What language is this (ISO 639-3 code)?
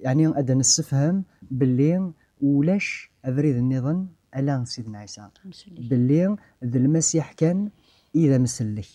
kab